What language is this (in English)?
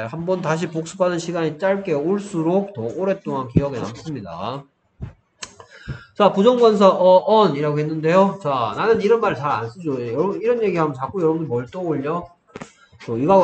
Korean